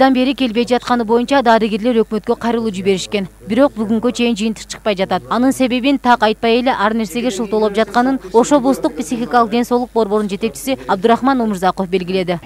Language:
Kyrgyz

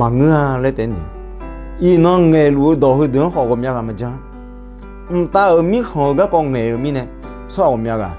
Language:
Akha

